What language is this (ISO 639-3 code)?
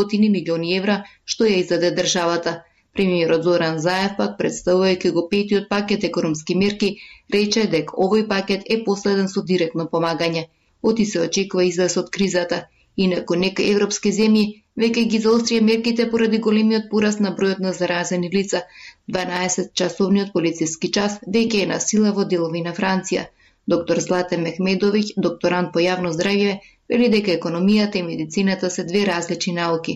mkd